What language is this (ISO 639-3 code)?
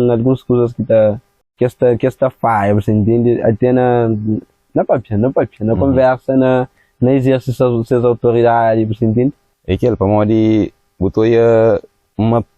kea